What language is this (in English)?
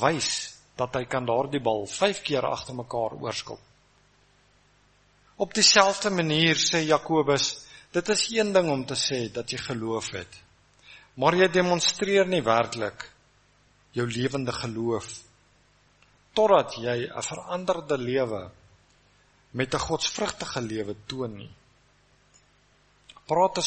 Afrikaans